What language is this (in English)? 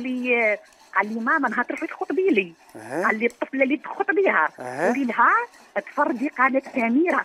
Algerian Arabic